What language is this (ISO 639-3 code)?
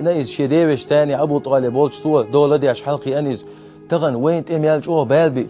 che